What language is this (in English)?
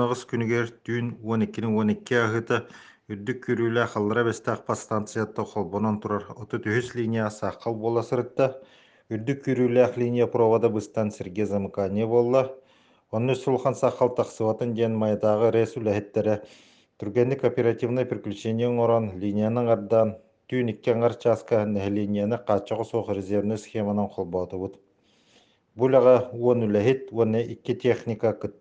Yakut